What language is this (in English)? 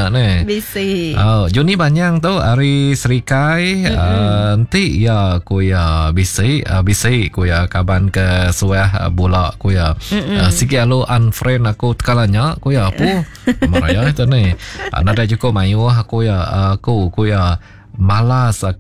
Iban